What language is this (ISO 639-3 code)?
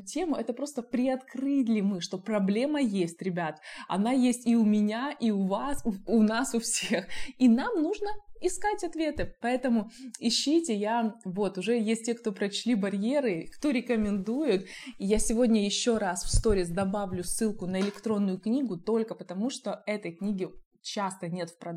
rus